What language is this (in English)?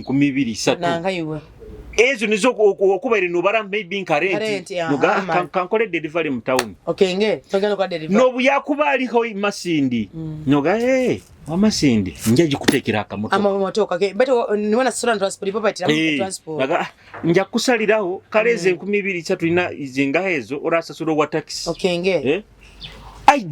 Nyoro